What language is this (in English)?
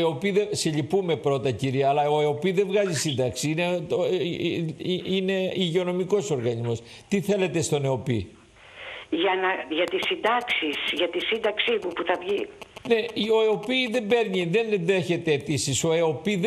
Greek